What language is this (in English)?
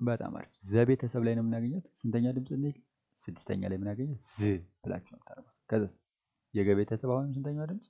Amharic